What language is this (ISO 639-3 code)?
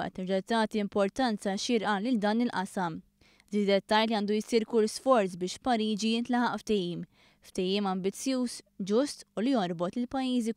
mlt